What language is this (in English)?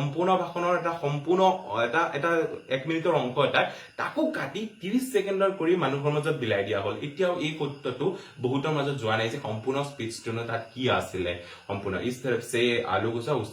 Assamese